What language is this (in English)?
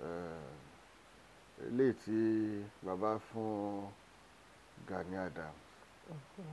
Yoruba